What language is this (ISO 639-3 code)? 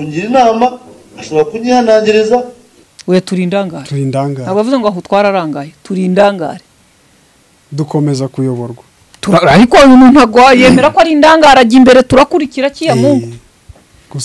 kin